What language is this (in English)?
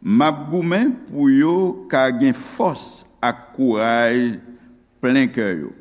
Haitian Creole